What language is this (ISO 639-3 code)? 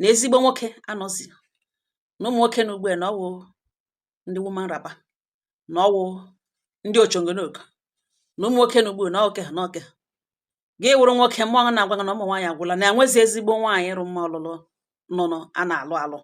ibo